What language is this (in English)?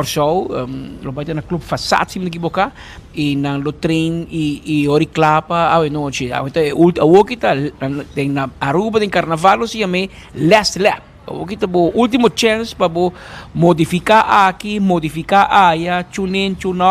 Papiamento